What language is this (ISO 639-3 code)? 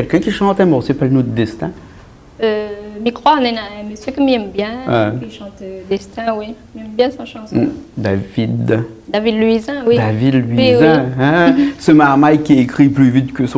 rcf